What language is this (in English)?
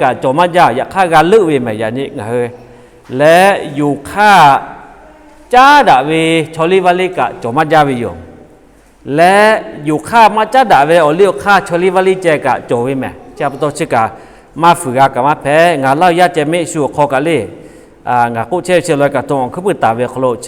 Lahu